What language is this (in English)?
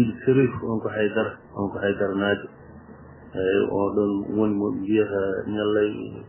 Fula